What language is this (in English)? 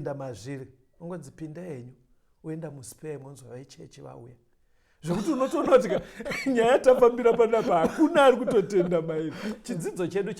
Shona